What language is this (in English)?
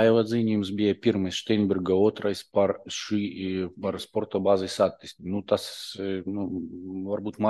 Latvian